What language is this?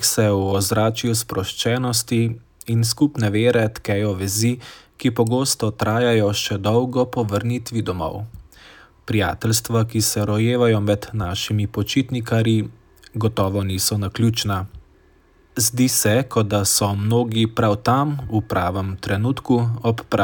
Slovenian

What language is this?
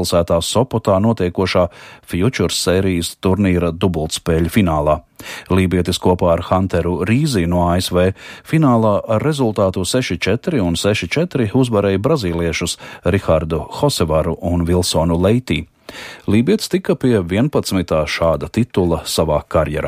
Latvian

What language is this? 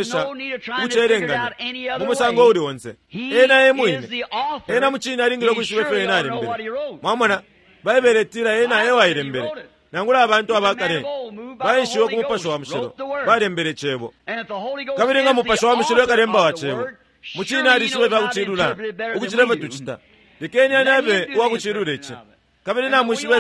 Bemba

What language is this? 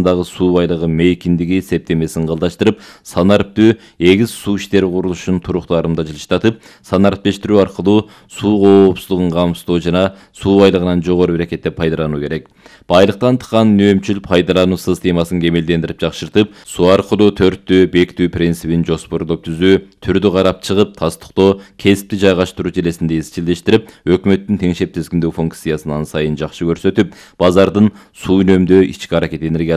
Kyrgyz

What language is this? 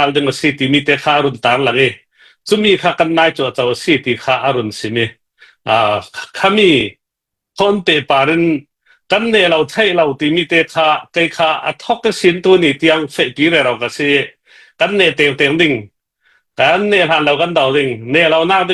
Hakha Chin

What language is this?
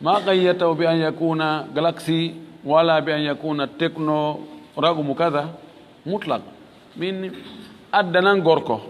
Fula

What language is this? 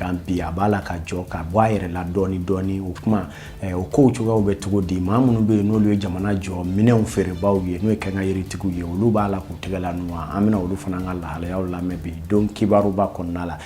Bambara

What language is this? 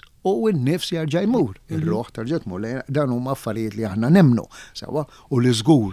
Maltese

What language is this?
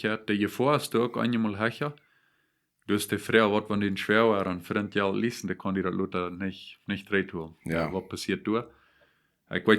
Plautdietsch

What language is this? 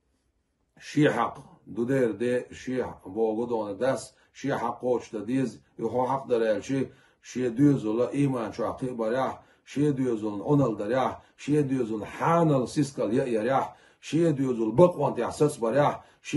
Chechen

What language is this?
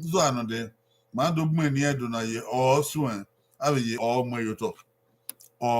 Bini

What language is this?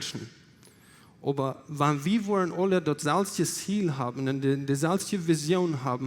Plautdietsch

